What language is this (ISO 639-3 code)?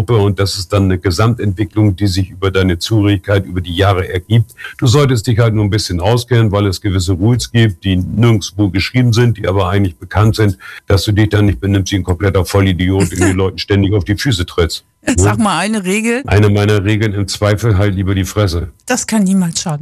deu